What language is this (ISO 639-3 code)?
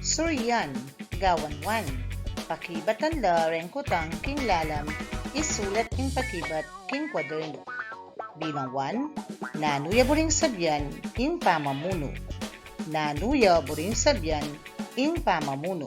pam